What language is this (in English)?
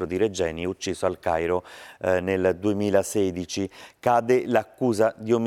Italian